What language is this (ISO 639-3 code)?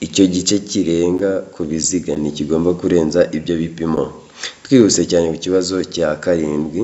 kin